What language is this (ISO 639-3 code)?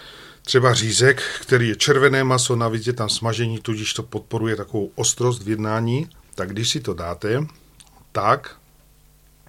ces